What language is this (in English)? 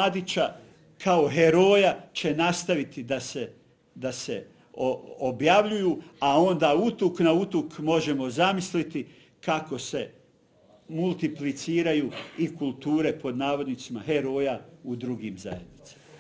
Bosnian